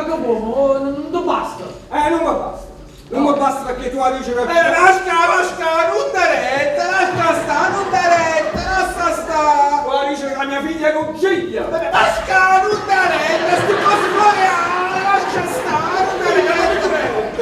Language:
Neapolitan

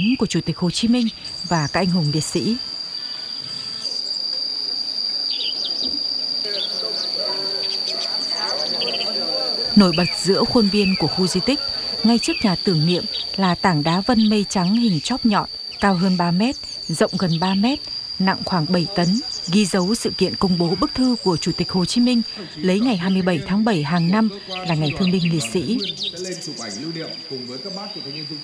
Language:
Vietnamese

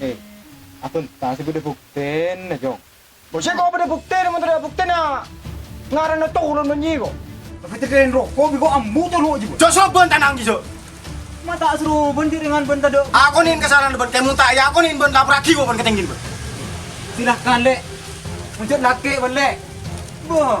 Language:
Madurese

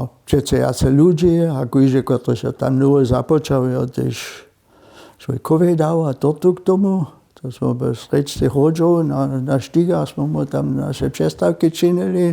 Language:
Upper Sorbian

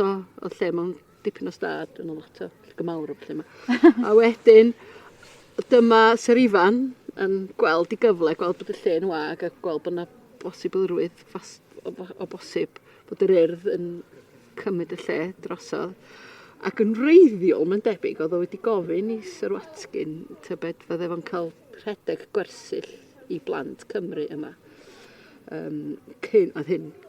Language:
Welsh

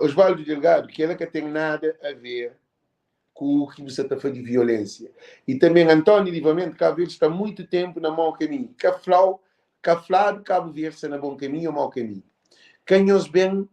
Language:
Kabuverdianu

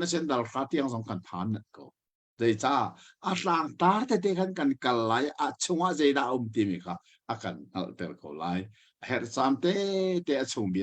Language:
Hakha Chin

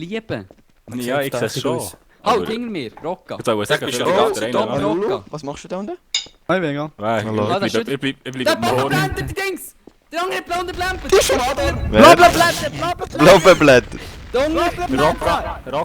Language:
Swiss German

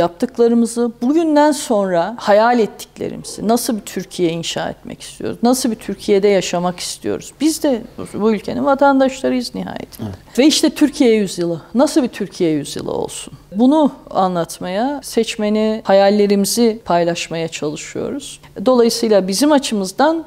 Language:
Turkish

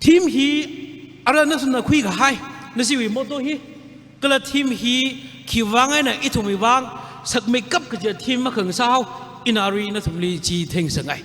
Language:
Tangkhul Naga (India)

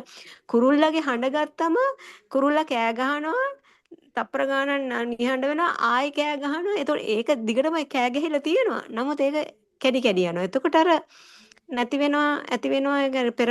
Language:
Sinhala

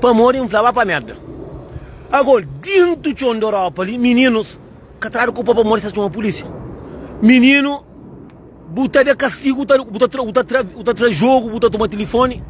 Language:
Kabuverdianu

